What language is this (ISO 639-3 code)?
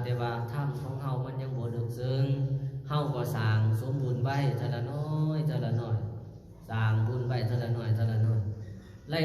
lao